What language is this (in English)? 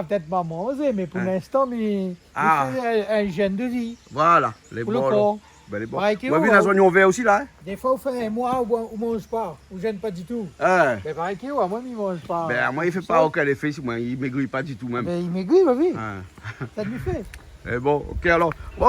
Réunion Creole French